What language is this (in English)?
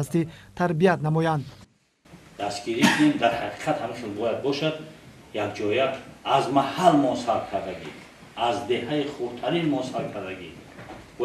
Tajik